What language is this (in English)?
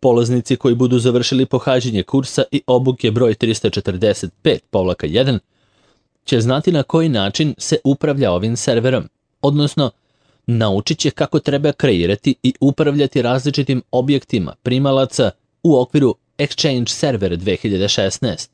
Serbian